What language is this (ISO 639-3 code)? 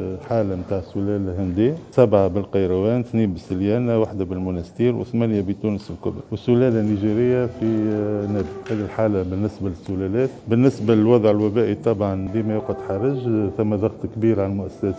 aeb